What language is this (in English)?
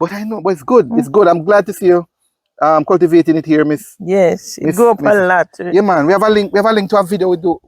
Jamaican Creole English